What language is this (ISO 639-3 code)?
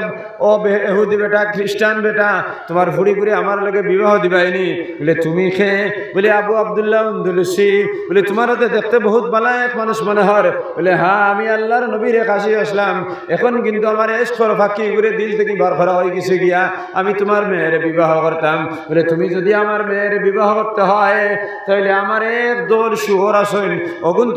syl